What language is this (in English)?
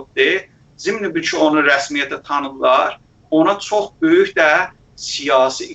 South Azerbaijani